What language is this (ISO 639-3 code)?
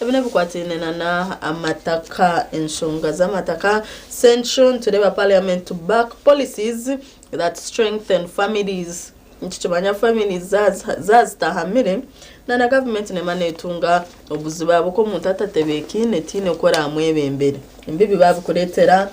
nyn